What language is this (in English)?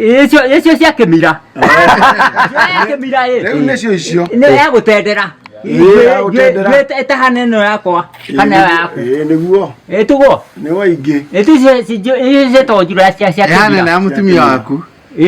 Kikuyu